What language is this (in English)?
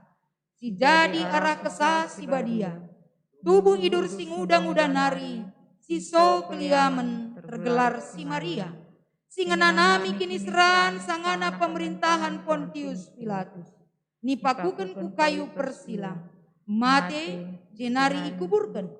Batak Karo